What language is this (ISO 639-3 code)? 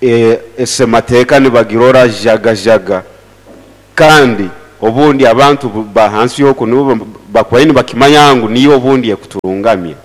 nyo